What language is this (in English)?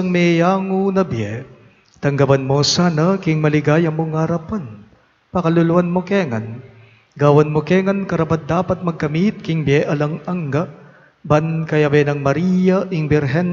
Pampanga